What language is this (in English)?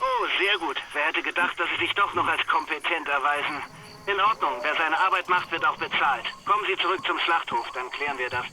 Bavarian